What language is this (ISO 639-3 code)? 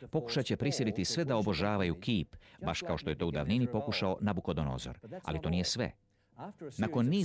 hrv